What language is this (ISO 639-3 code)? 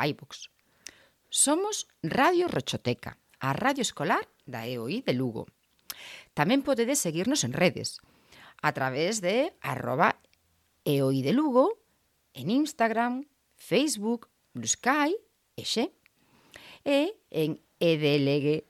glg